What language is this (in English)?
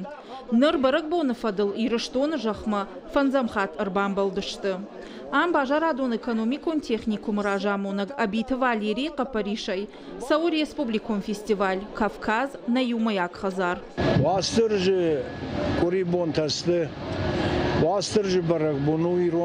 Ossetic